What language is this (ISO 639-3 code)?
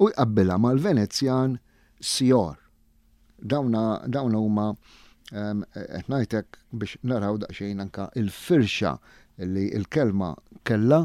mlt